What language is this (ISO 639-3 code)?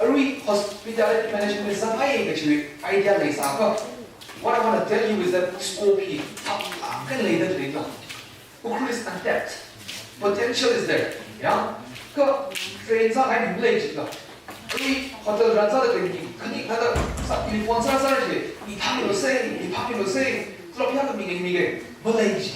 nmf